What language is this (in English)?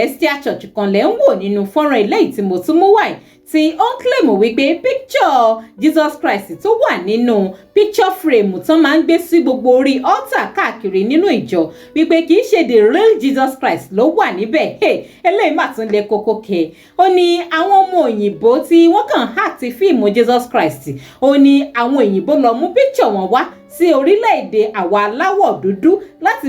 Yoruba